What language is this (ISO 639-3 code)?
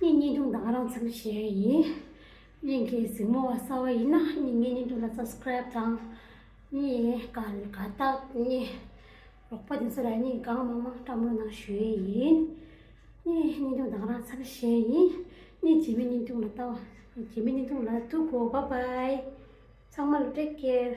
bod